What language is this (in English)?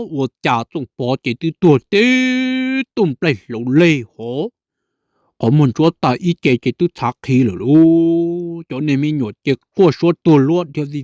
Hmong